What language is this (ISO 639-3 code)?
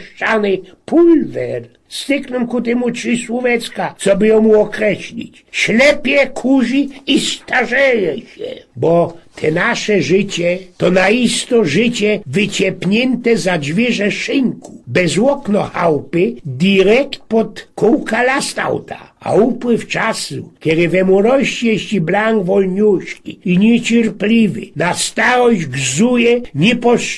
szl